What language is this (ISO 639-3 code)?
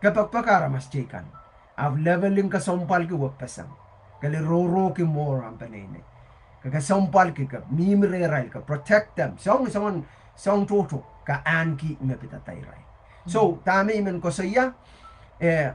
pon